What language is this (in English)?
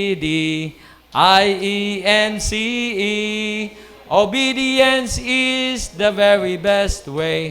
Hiligaynon